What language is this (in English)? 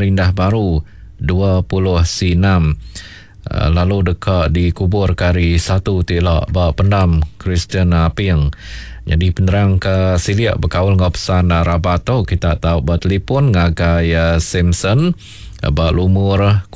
Iban